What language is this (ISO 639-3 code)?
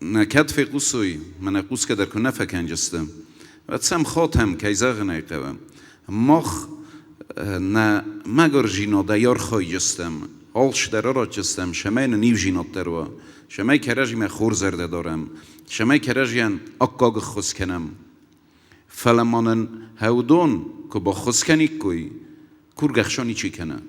oss